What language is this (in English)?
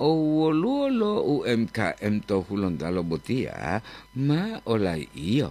Gorontalo